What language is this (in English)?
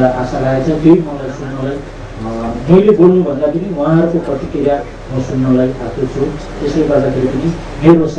Nepali